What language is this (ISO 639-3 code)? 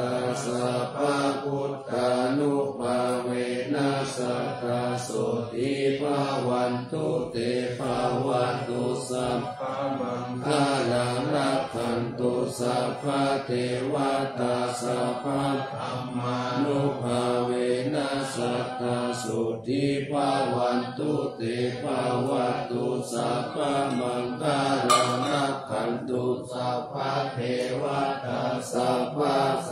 pli